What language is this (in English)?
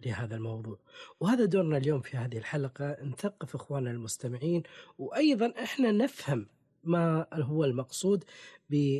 Gulf Arabic